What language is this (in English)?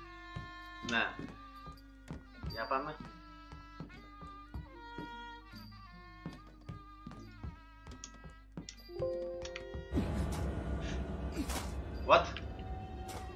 Greek